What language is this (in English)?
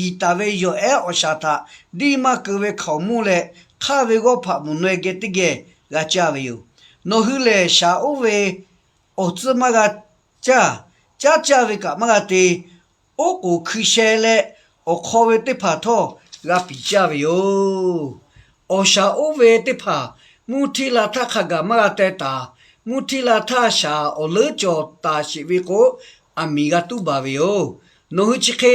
Lahu